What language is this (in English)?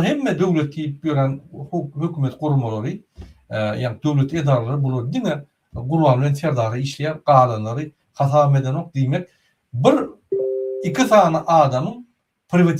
Turkmen